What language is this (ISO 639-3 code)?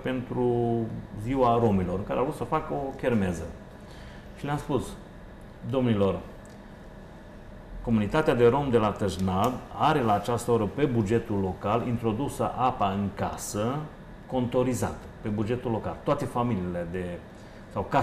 ron